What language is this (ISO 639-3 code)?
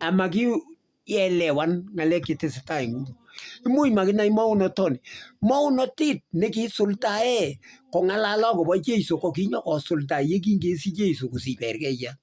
kln